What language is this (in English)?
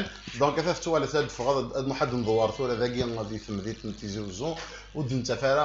Kabyle